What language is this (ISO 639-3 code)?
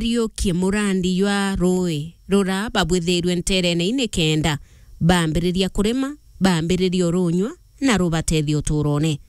mer